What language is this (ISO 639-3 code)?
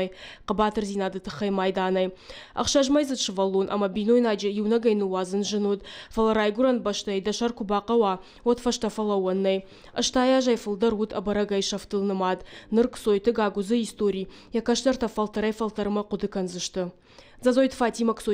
oss